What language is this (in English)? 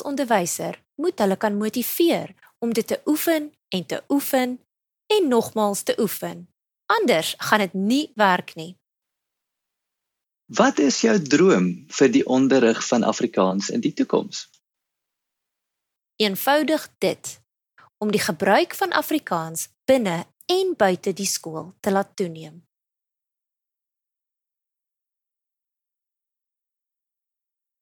Afrikaans